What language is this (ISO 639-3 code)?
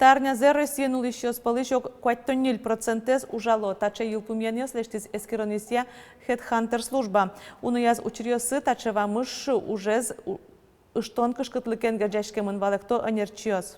udm